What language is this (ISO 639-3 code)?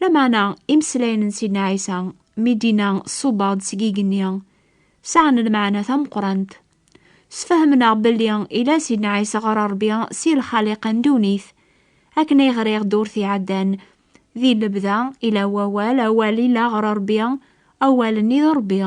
kab